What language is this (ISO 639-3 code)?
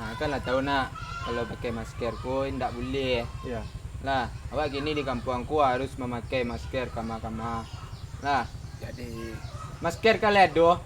min